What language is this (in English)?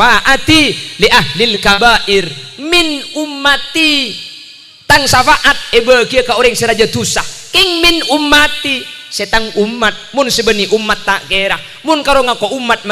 Madurese